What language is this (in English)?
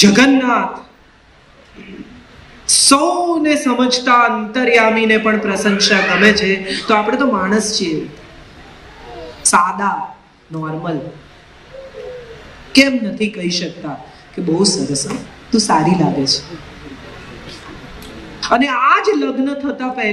Gujarati